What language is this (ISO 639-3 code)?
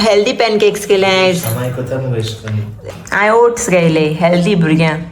kok